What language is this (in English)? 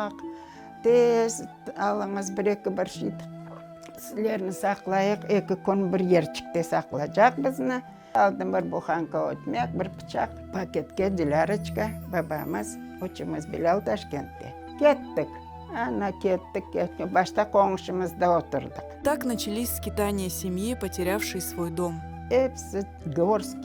Crimean Tatar